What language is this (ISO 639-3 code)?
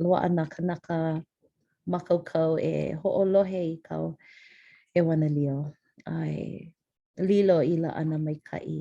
haw